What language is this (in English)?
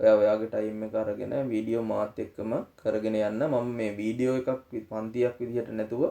Sinhala